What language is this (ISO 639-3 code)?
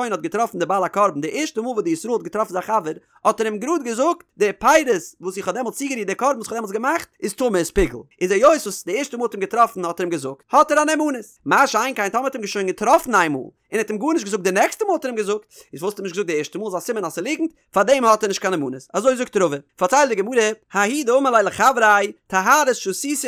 yid